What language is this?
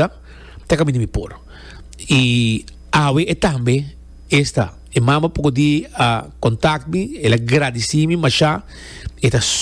Papiamento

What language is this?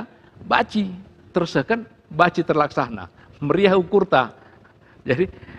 Batak Karo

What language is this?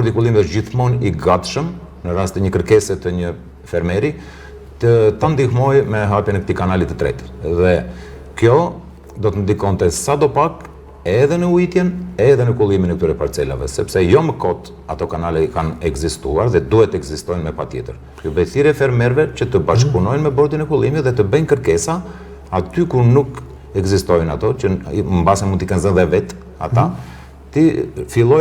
Albanian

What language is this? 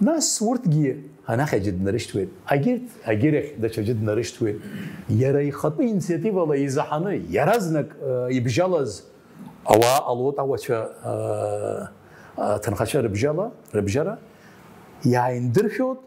Abkhazian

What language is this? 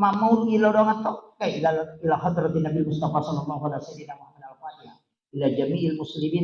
Buginese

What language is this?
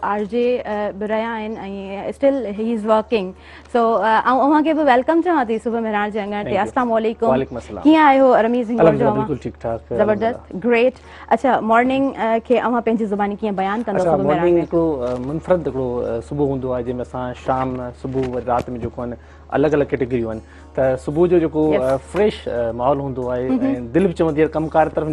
Sindhi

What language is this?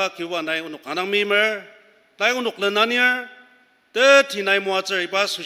Ao Naga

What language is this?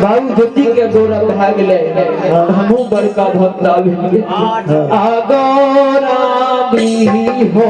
Maithili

